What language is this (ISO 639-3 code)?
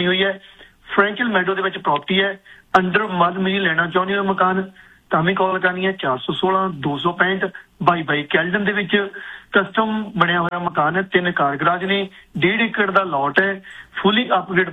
pan